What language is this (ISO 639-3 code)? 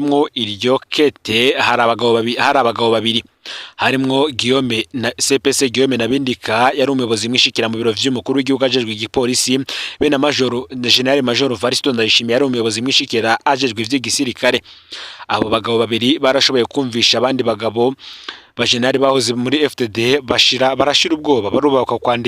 run